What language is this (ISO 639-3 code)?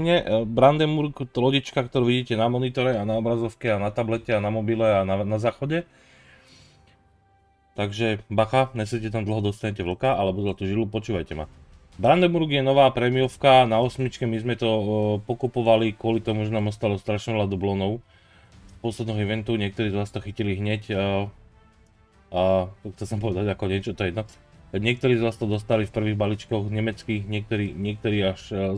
slk